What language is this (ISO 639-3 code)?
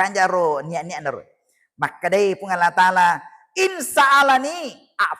bug